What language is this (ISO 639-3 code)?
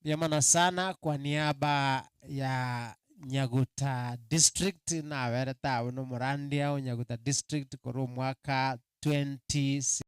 guz